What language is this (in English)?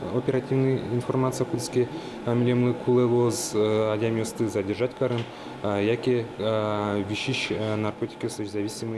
Udmurt